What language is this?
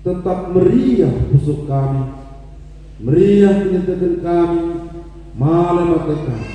Batak Karo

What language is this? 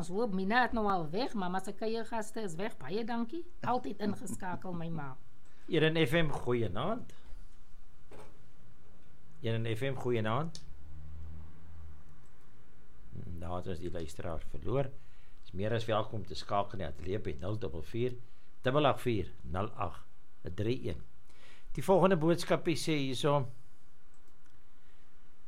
Afrikaans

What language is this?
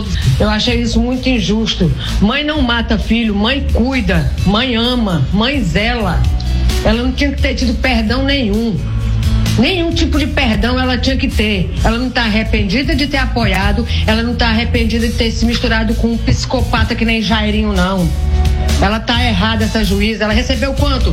Portuguese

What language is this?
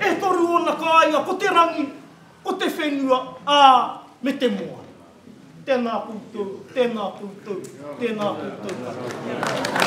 Māori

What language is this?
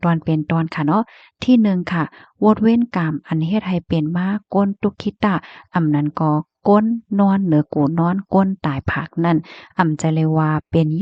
Shan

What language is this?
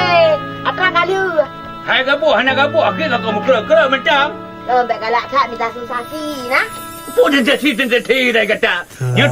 Achinese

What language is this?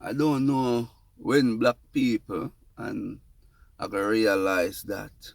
Jamaican Creole English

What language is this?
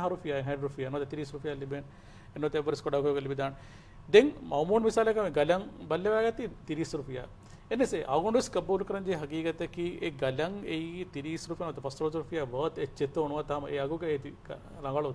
Divehi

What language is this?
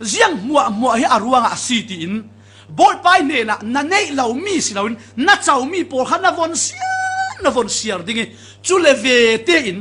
Falam Chin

